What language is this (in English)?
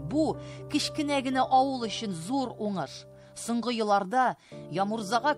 Tatar